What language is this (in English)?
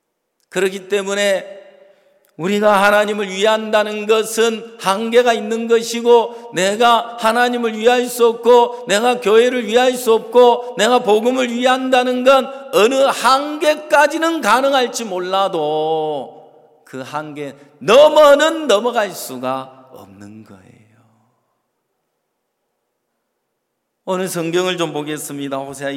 Korean